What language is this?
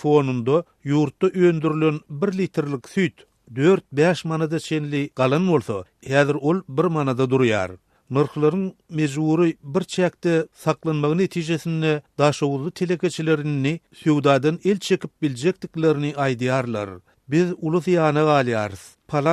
Turkmen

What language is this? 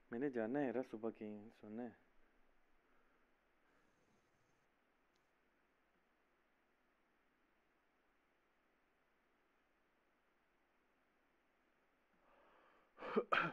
Hindi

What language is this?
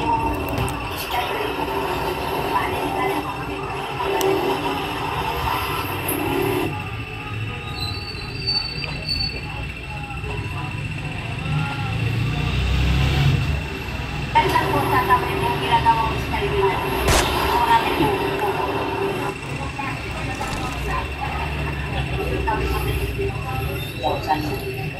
Filipino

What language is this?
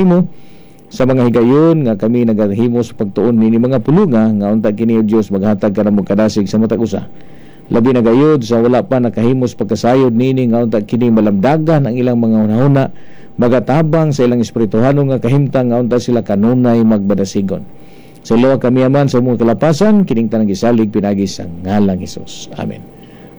Cebuano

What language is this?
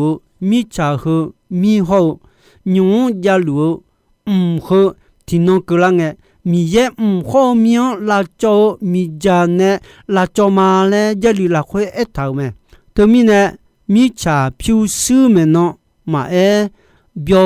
Akha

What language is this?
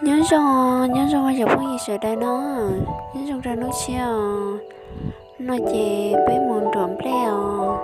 Hmong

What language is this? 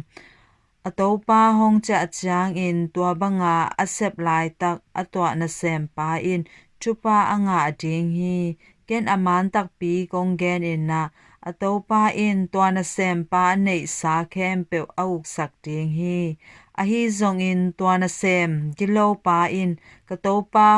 Tedim Chin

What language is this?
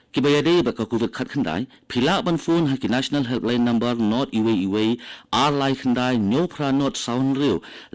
Khasi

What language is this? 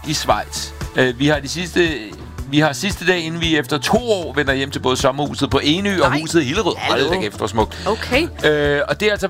Danish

